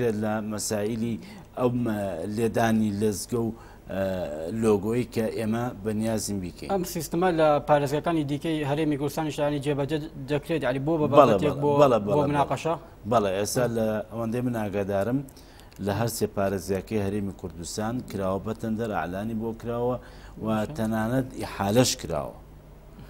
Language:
Central Kurdish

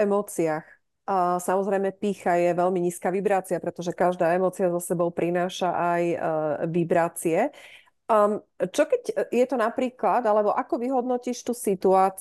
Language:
Slovak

